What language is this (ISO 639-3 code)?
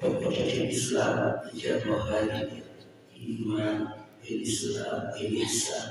ful